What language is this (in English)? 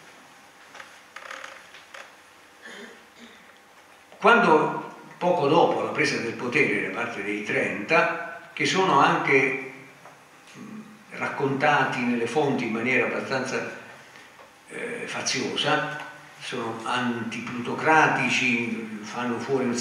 Italian